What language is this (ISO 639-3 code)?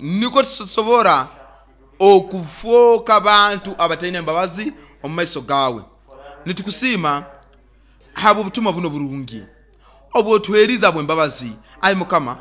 nyo